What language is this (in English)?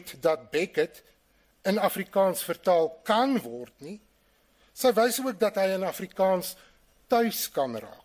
Afrikaans